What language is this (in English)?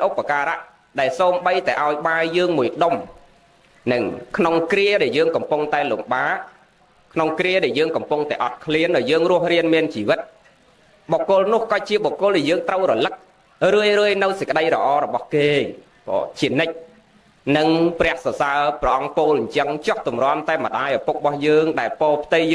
Khmer